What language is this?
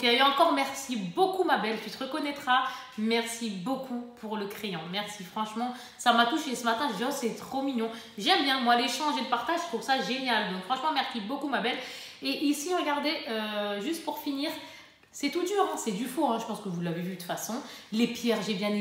French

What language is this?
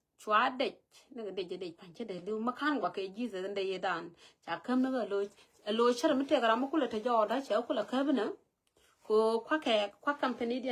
Nuer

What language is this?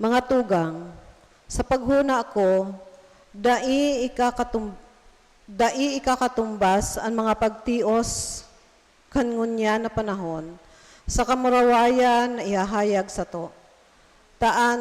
Bikol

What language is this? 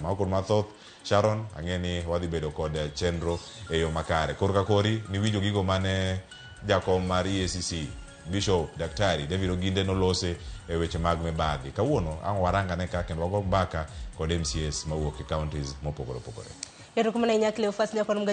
Luo (Kenya and Tanzania)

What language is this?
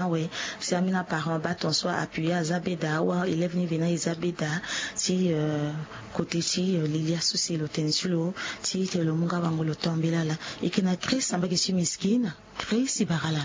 Sango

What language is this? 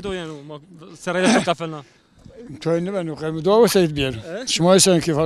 Zaza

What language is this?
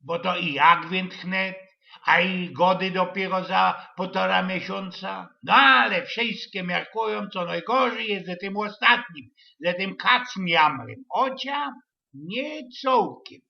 Silesian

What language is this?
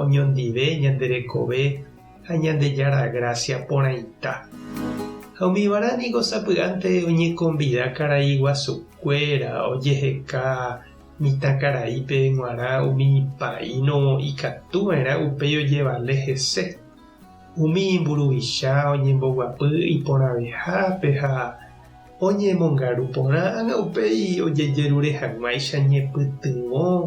Guarani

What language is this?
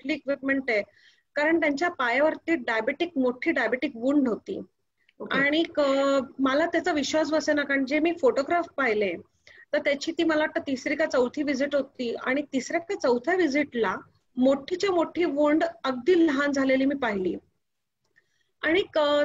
Marathi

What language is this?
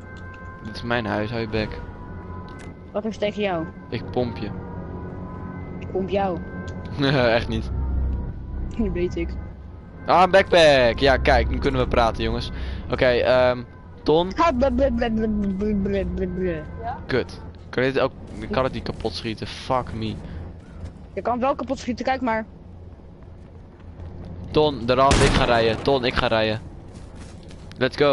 Dutch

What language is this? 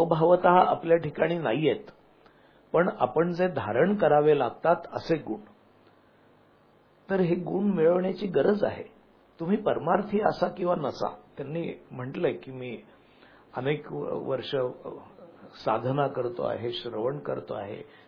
Marathi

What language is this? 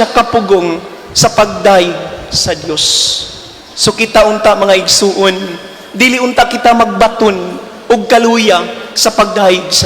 Cebuano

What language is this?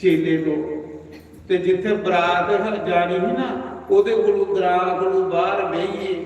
Dogri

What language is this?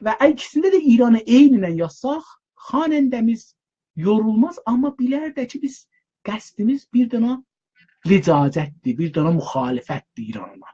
South Azerbaijani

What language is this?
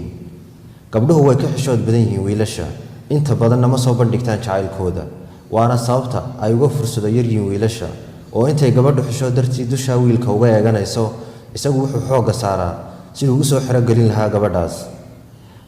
Somali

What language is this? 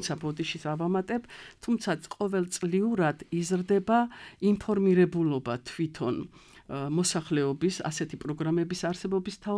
Georgian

